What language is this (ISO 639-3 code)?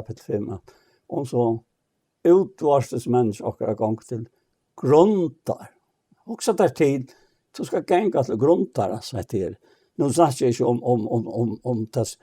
fao